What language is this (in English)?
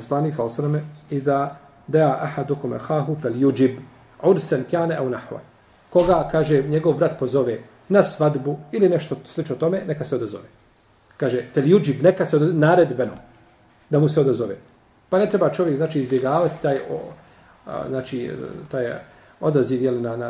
Bosnian